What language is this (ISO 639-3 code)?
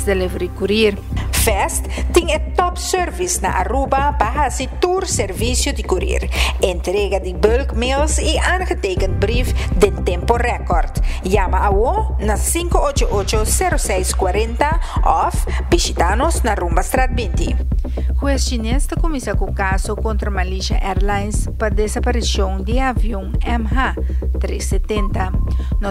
pap